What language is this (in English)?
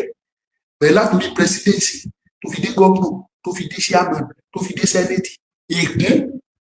Yoruba